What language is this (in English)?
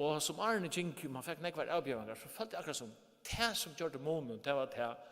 Faroese